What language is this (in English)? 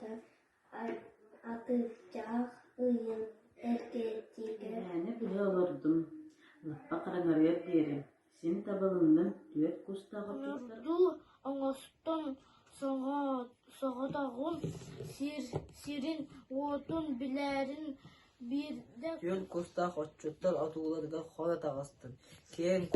Yakut